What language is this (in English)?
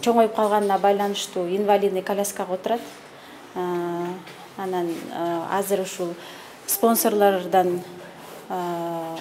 Kyrgyz